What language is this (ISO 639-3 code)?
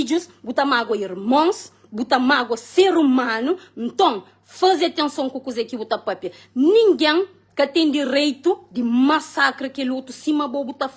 kea